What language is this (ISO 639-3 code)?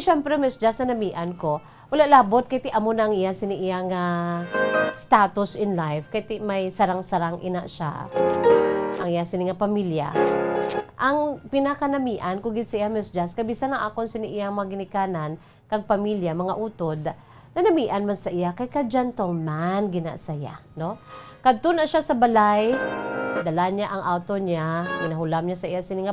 hil